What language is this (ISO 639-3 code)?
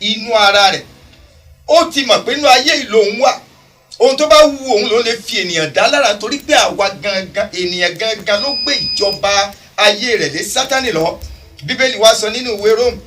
yor